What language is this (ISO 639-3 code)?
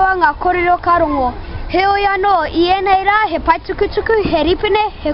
mri